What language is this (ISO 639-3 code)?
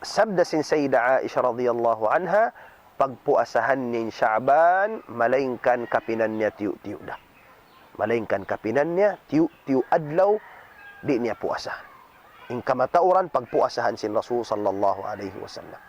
tsg